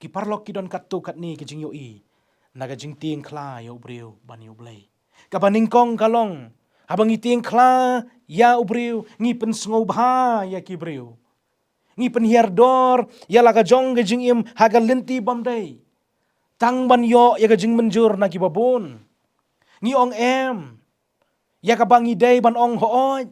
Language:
Khasi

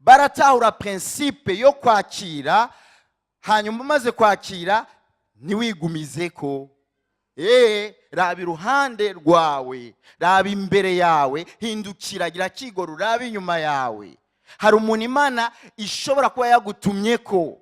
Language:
Rundi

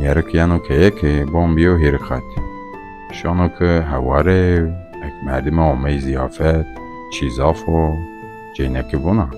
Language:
Zaza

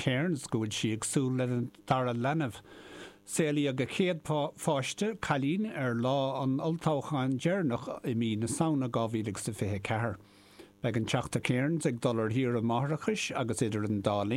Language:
Irish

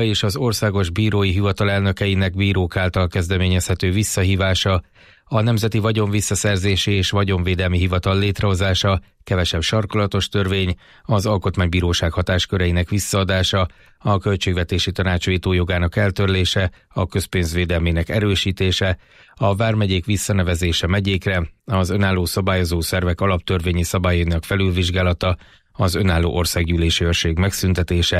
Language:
Hungarian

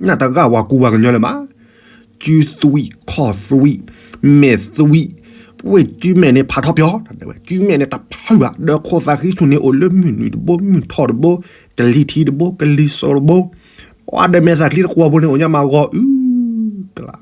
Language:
S'gaw Karen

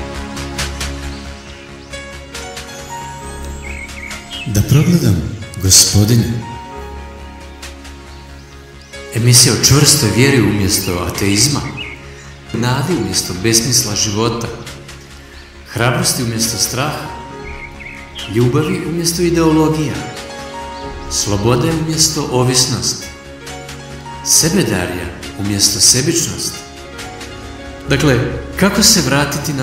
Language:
Croatian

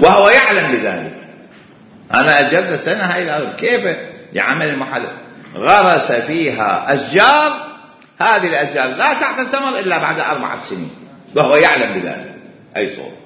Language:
Mesopotamian Arabic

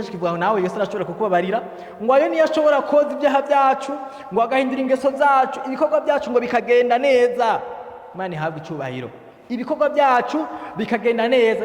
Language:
Rundi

